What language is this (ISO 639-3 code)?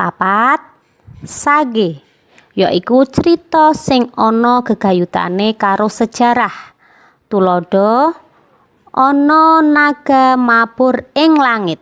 jav